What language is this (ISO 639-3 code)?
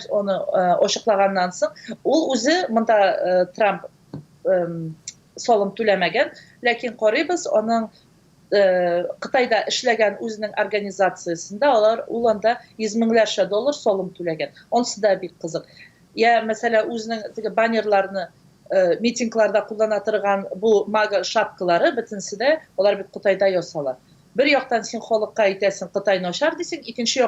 tat